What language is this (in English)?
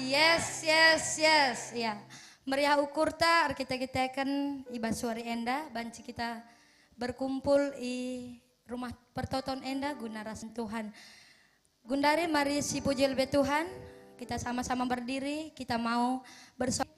Batak Karo